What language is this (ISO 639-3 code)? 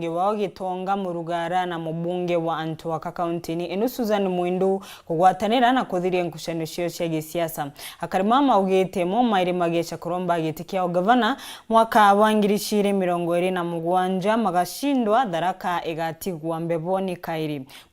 mer